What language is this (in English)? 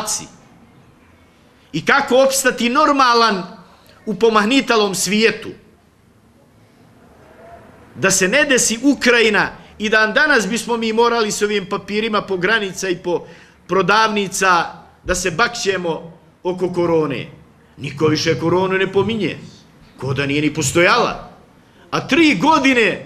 Bosnian